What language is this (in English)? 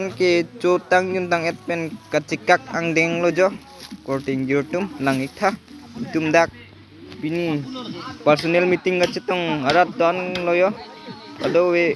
Karbi